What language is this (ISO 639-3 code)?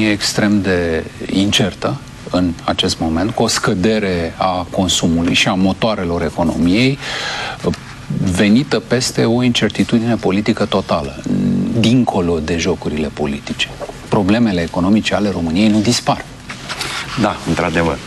ron